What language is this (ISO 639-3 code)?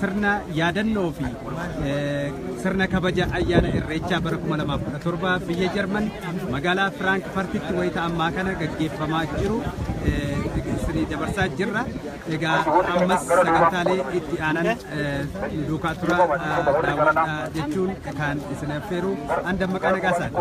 orm